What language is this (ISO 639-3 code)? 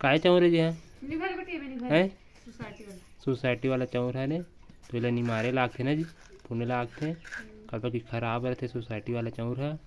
hne